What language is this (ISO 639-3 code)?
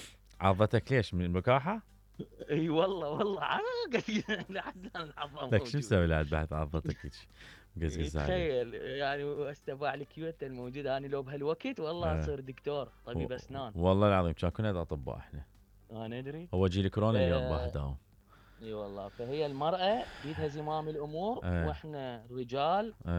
acm